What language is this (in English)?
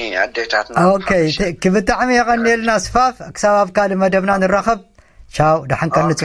Tigrinya